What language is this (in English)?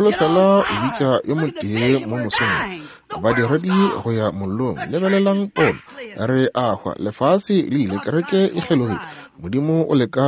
Northern Sotho